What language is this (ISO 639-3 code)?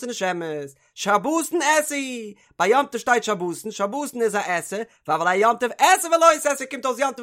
yid